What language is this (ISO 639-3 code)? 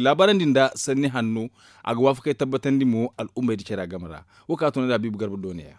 dje